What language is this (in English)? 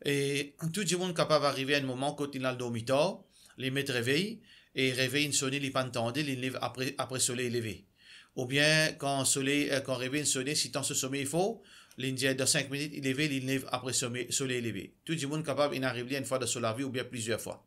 Morisyen